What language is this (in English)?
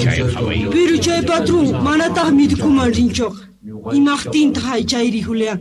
Quechua